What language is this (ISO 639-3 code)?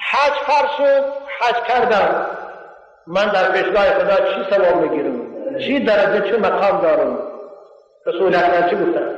tgk